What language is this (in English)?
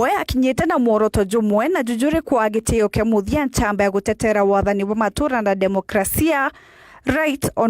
Meru